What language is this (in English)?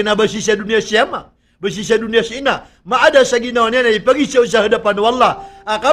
Maranao